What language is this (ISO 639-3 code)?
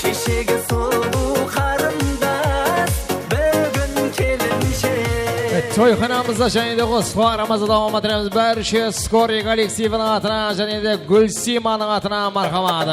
kaa